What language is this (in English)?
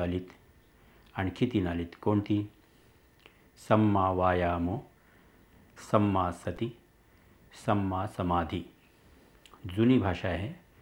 Marathi